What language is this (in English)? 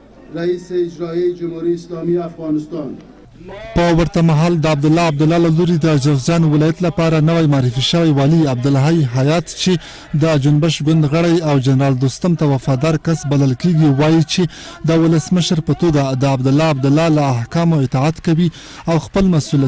Pashto